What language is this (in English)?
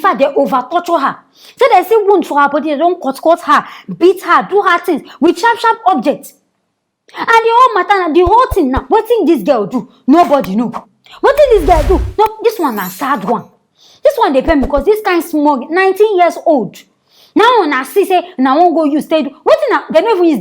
Nigerian Pidgin